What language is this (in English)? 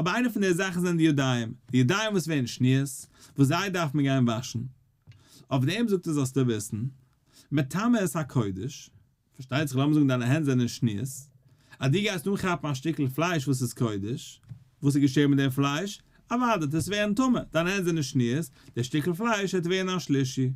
Yiddish